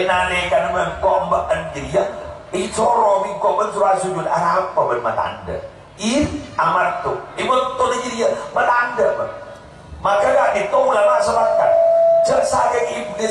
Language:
Madurese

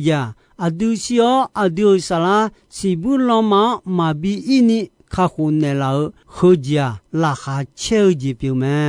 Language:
Akha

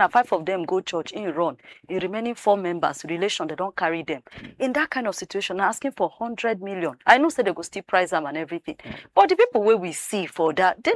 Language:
Nigerian Pidgin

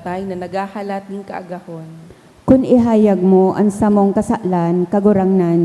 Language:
Bikol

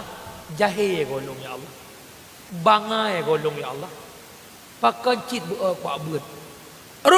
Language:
Achinese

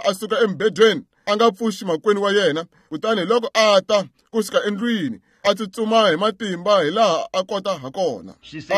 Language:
Tsonga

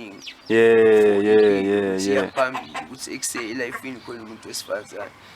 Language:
Zulu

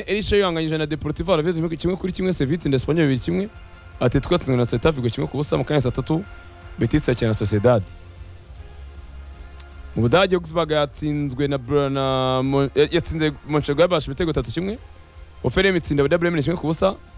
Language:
Kinyarwanda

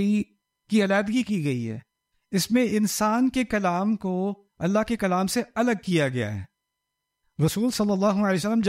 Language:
Urdu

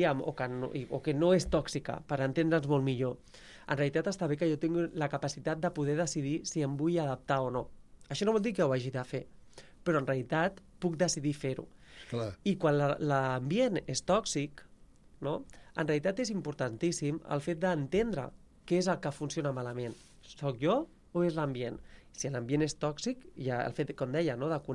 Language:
Catalan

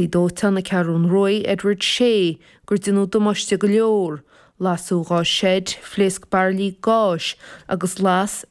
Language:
Irish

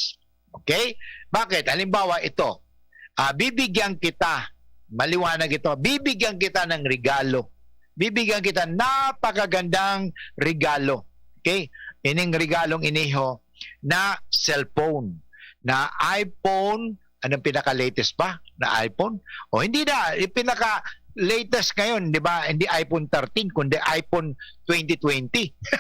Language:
Bikol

